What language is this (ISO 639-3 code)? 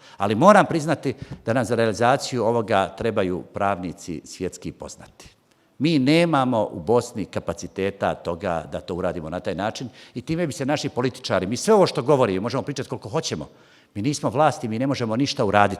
bos